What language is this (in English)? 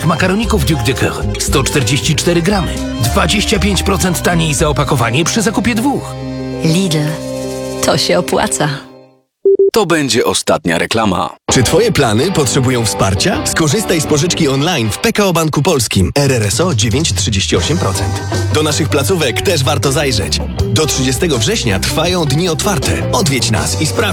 Polish